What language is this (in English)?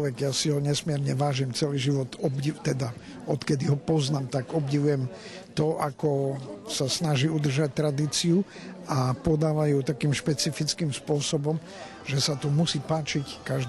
Slovak